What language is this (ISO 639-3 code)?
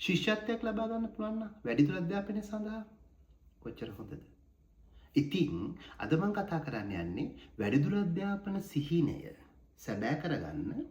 sin